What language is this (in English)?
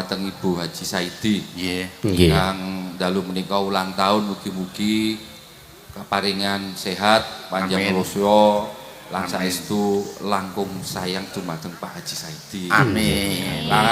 Javanese